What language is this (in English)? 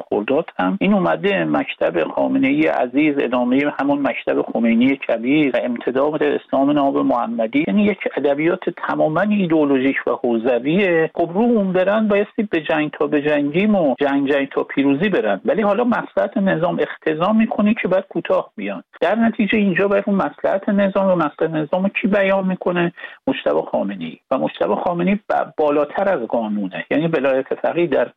Persian